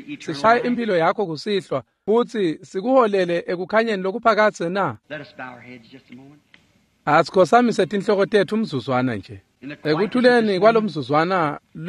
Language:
Swati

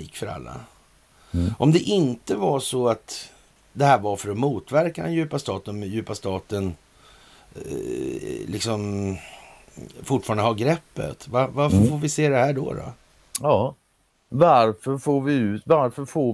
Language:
Swedish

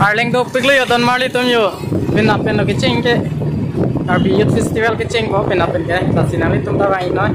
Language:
Karbi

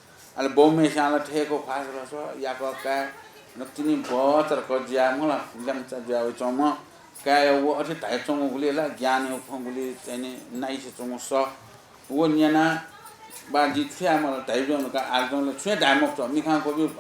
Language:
Newari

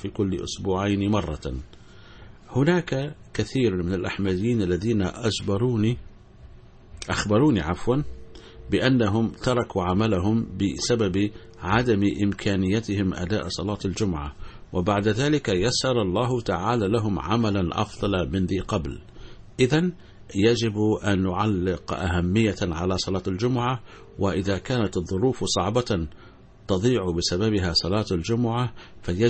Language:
Arabic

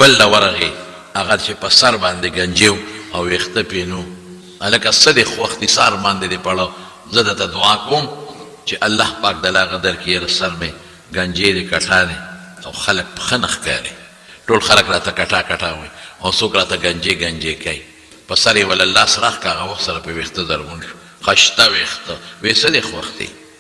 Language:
Pashto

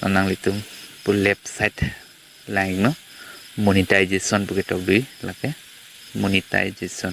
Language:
Karbi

